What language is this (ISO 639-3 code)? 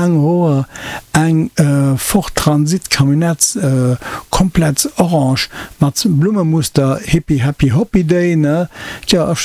ltz